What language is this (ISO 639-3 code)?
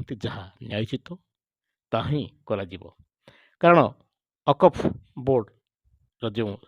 ori